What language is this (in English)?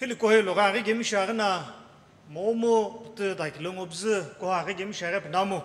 Sumi Naga